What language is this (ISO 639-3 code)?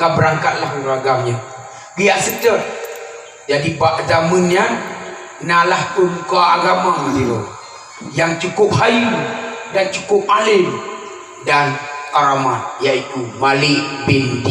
ace